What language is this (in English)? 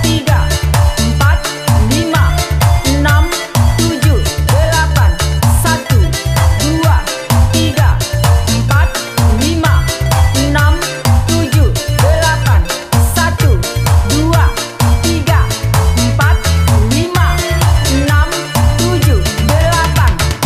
Indonesian